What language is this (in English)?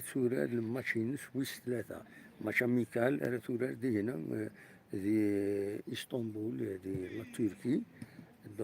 Kabyle